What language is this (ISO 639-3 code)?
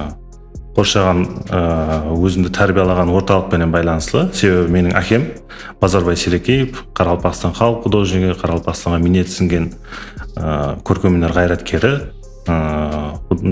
kaa